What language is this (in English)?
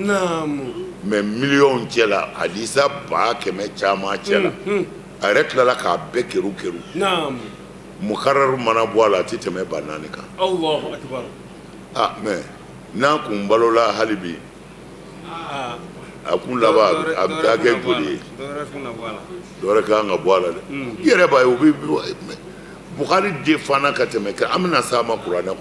Bambara